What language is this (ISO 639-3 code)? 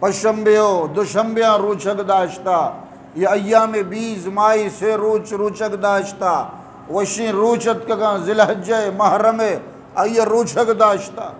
bgp